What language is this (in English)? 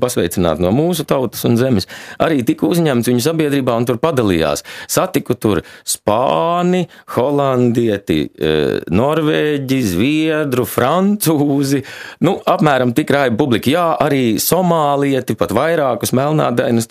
Latvian